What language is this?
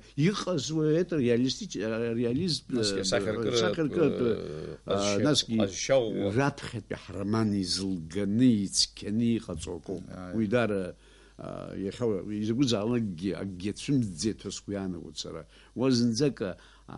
Abkhazian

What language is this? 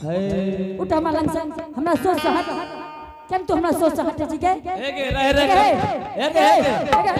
Angika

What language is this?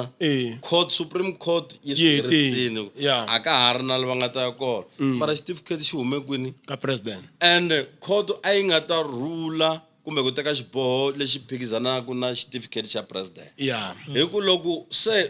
Tsonga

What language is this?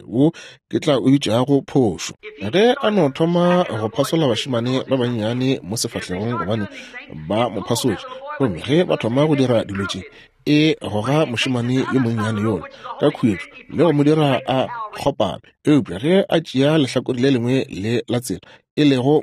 Northern Sotho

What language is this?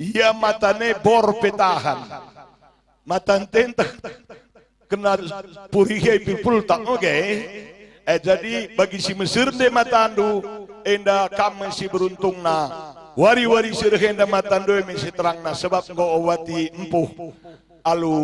Batak Karo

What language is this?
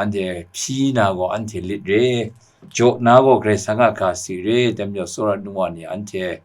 Kachin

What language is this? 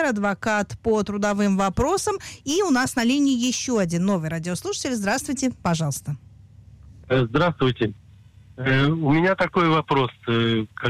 Russian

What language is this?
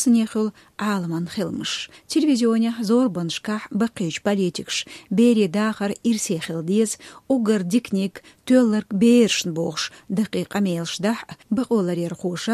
Chechen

